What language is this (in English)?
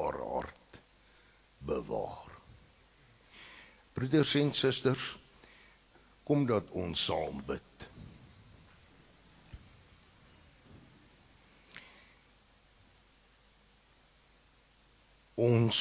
Afrikaans